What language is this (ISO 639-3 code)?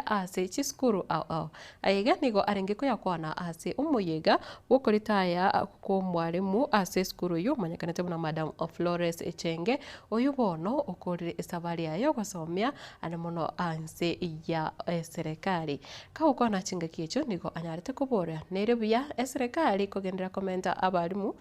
guz